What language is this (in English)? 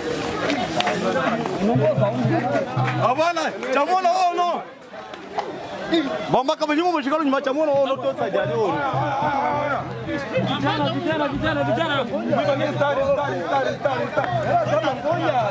Swahili